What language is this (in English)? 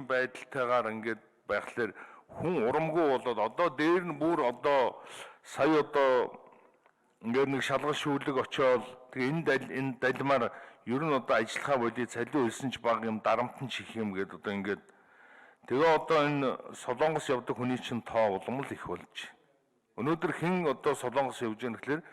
Mongolian